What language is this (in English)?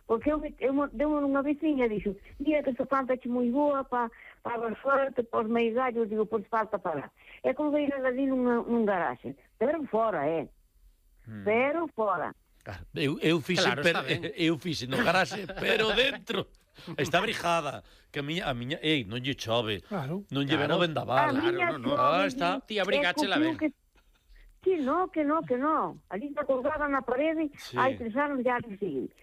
Galician